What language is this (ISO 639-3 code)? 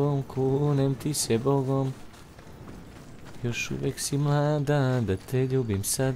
hrv